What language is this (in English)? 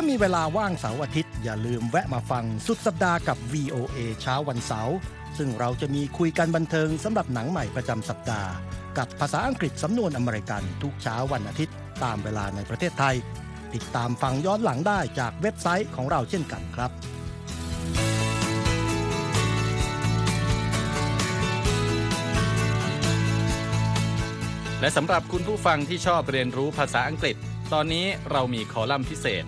Thai